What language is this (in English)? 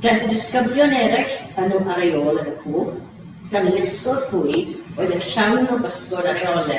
Welsh